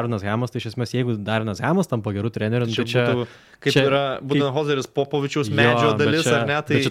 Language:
Lithuanian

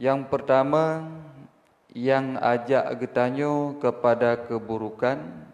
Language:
Achinese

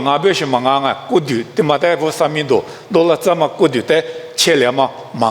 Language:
Lisu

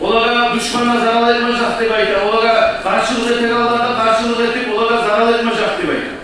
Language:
Kumyk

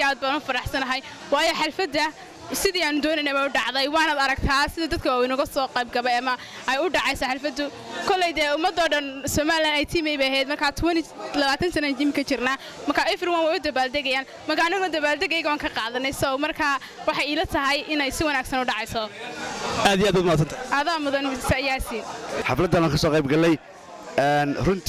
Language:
Somali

